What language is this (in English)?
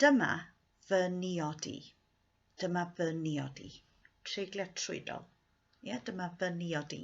Welsh